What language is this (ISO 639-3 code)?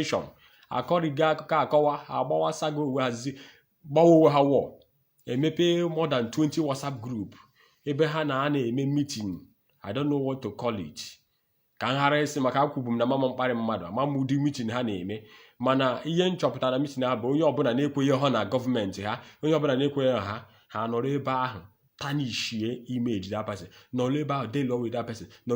ibo